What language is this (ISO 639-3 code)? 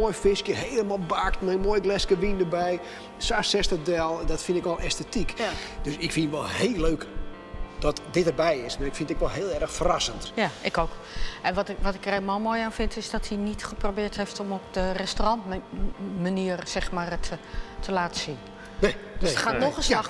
fry